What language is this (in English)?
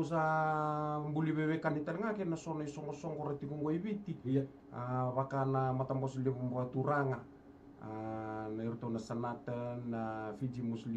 Fijian